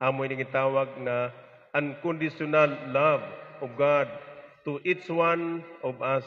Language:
Waray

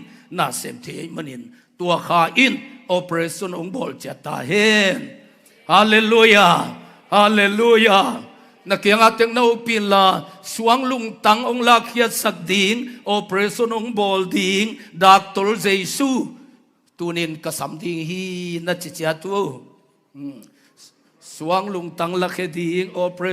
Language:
Tedim Chin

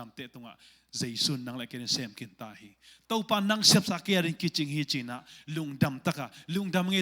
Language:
Tedim Chin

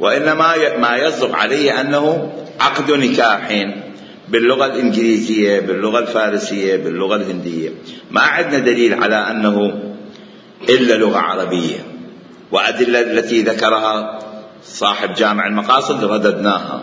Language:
Mesopotamian Arabic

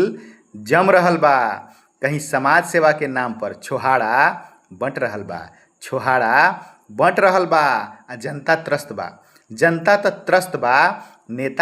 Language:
Bhojpuri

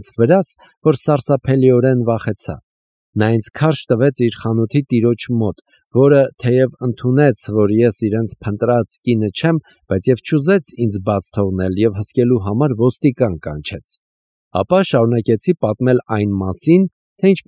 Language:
Armenian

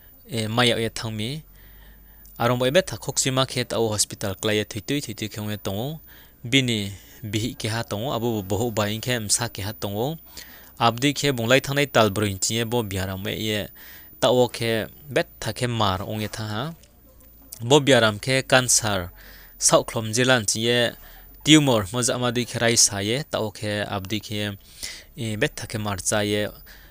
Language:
Riang (India)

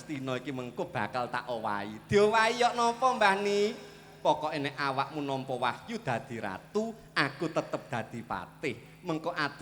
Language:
Javanese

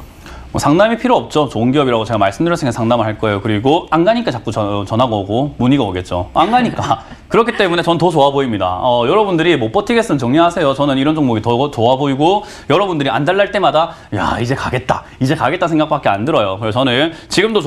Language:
Korean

